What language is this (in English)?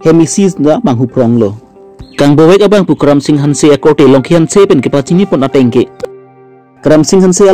Karbi